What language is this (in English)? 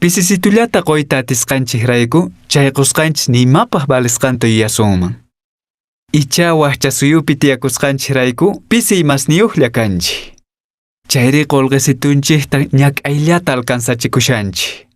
Quechua